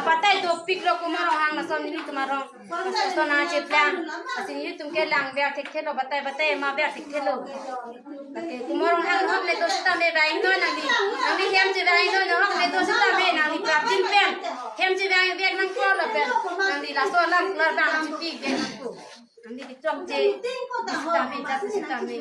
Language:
Karbi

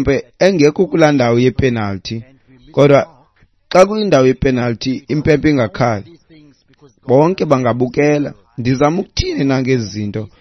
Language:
Xhosa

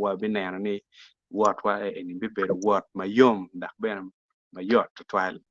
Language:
Acoli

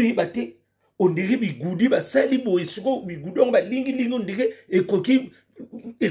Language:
Lingala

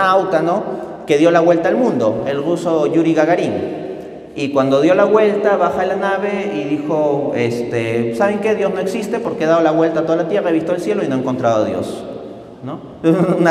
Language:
Spanish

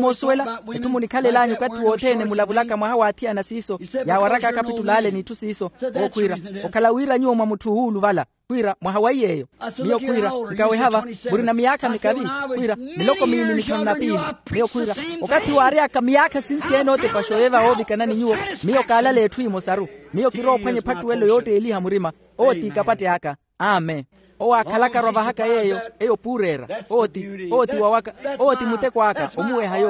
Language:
Makhuwa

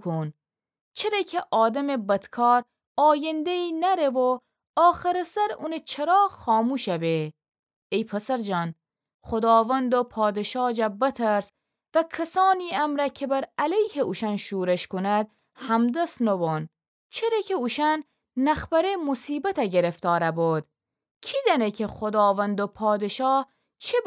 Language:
Gilaki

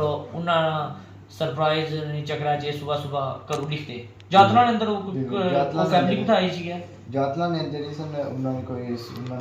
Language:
Pahari-Potwari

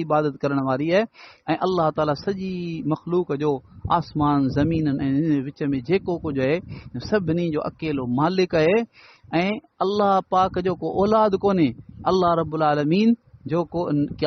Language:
Sindhi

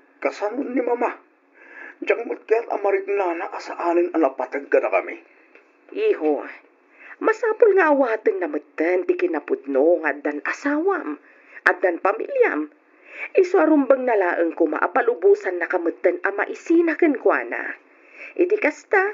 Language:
Iloko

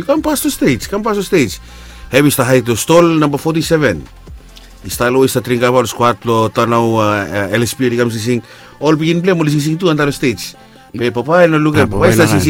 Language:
Bislama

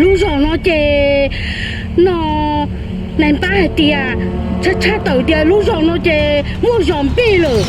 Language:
Hmong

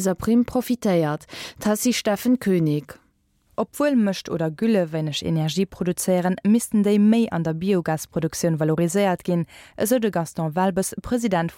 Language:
Luxembourgish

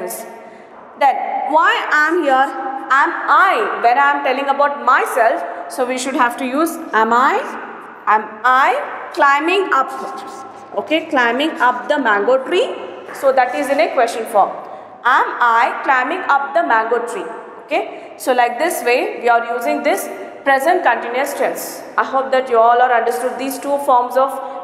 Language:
English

